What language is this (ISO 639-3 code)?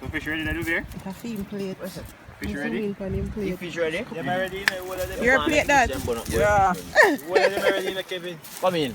jam